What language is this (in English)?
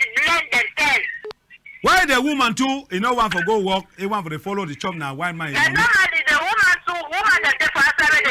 Cameroon Pidgin